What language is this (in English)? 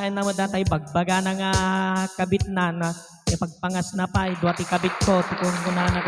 Iloko